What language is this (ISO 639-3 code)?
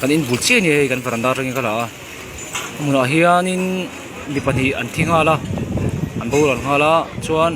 lus